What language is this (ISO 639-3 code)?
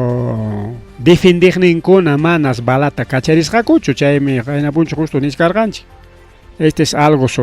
quy